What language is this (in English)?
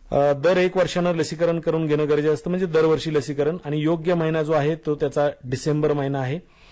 Marathi